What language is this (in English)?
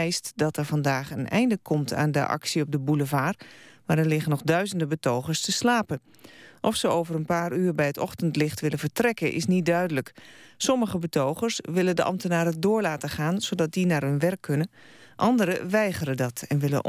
Dutch